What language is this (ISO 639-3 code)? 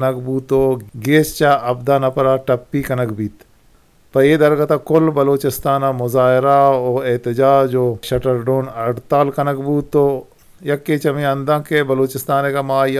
bgp